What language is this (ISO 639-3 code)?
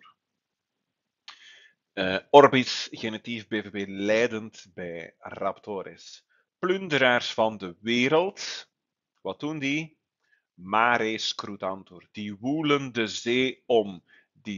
nld